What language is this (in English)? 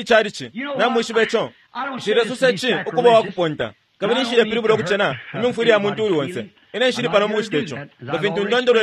Bemba